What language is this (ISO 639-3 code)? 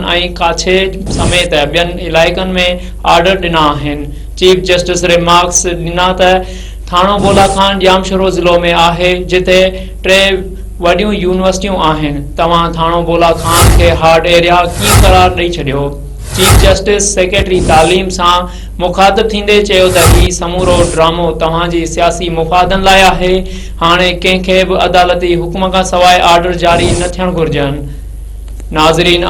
snd